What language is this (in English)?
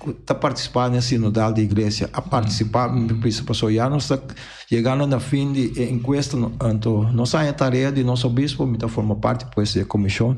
Papiamento